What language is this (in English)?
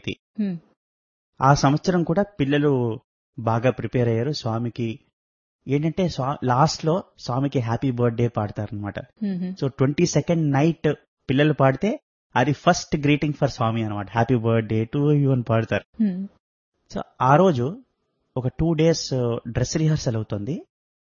Telugu